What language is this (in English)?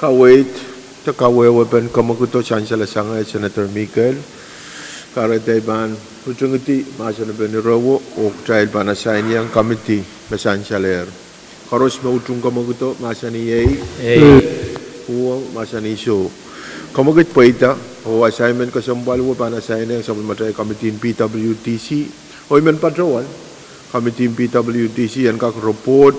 Pohnpeian